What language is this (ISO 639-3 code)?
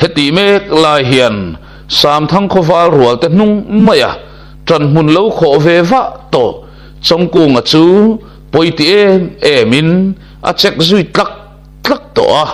lus